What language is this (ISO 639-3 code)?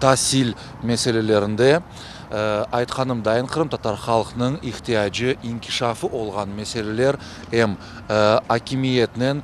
crh